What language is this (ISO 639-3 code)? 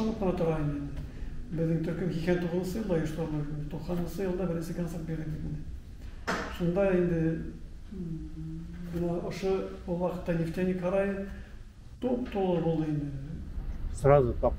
bak